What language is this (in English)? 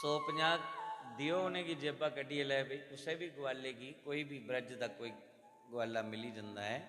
Dogri